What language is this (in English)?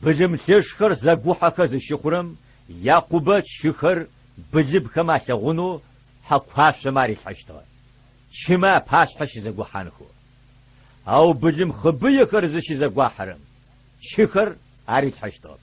Adyghe